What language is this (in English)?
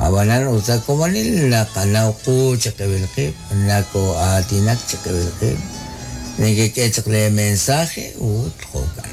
Kekchí